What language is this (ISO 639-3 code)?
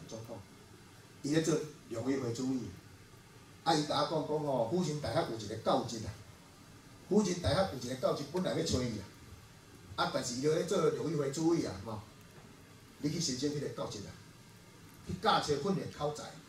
nan